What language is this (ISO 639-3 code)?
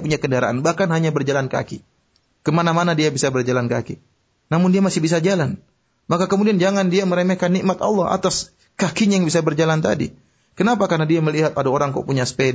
ind